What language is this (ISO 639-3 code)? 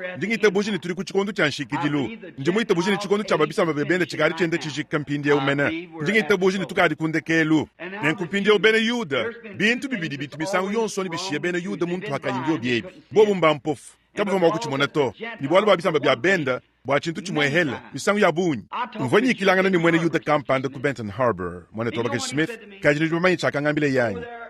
lua